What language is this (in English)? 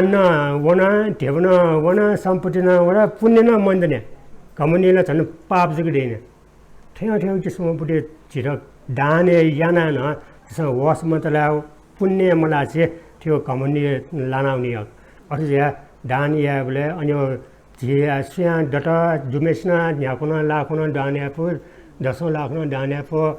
Newari